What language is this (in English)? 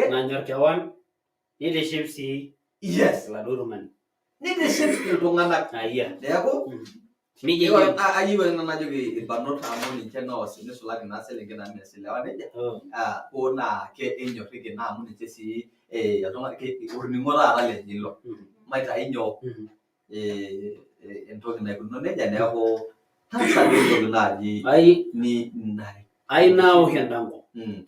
Masai